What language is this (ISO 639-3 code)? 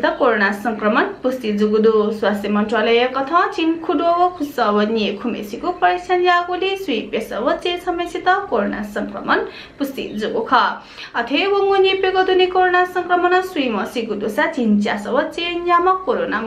new